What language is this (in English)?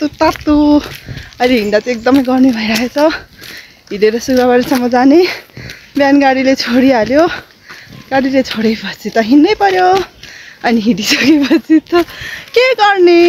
Nepali